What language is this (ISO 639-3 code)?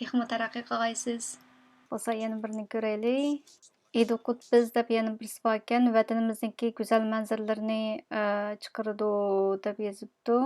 uig